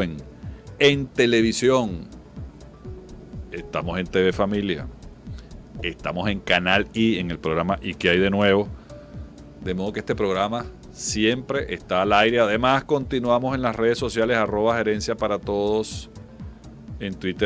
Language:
Spanish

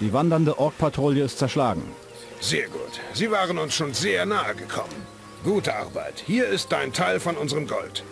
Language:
Bavarian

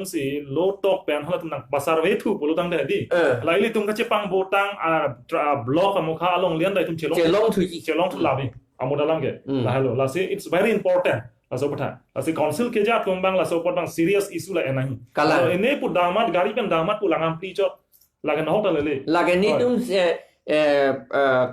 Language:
Karbi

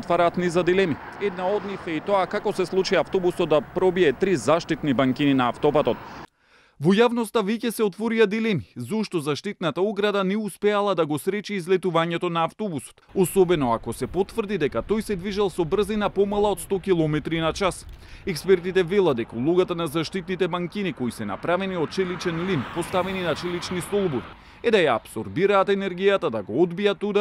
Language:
Macedonian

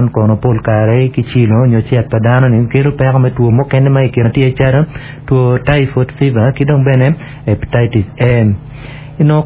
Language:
Acoli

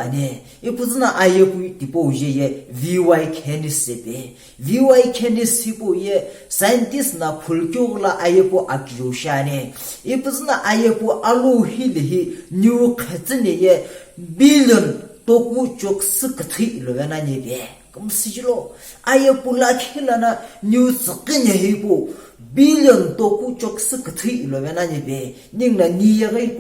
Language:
Sumi Naga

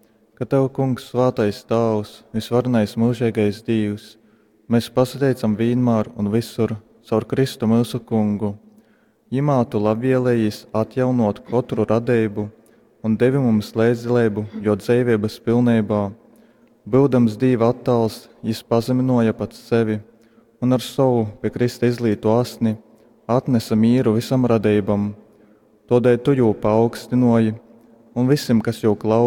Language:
Latgalian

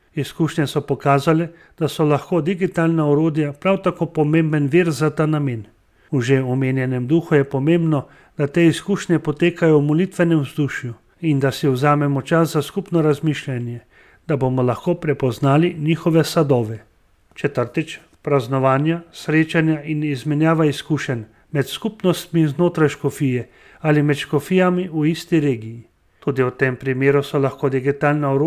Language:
Slovenian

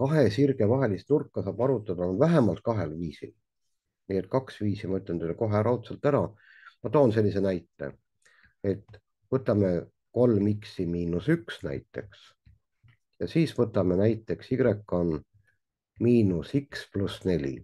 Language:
Estonian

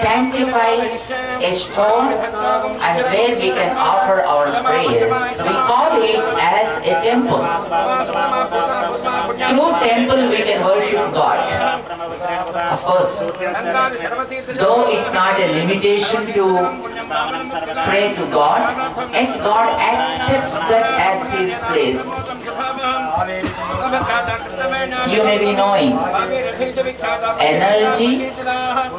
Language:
English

